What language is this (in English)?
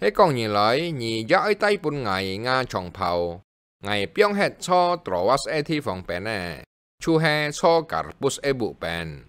Hakka Chinese